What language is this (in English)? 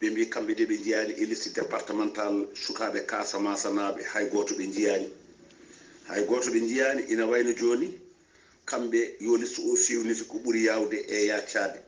Fula